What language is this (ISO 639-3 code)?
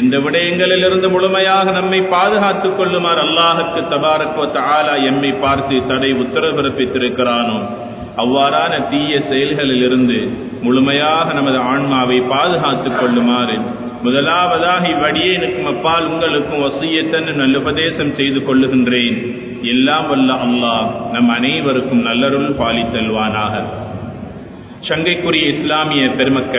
tam